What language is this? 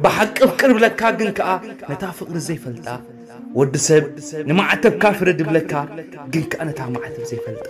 Tigrinya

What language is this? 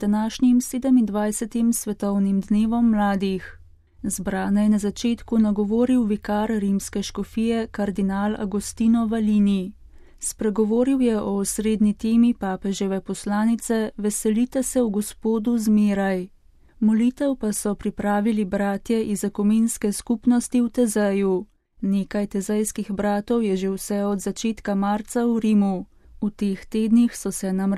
Slovenian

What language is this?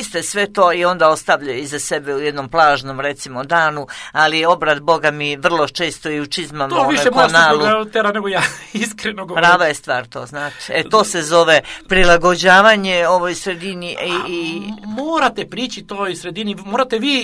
Serbian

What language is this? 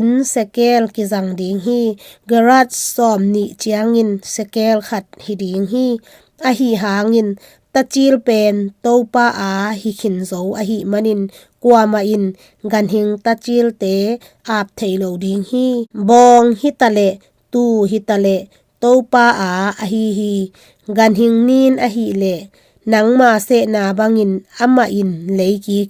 Tedim Chin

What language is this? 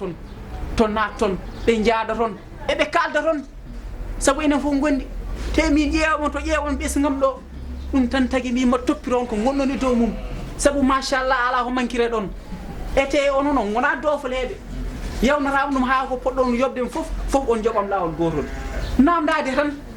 Fula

